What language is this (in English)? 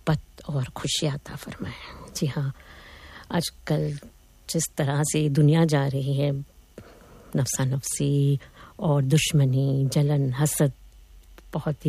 Urdu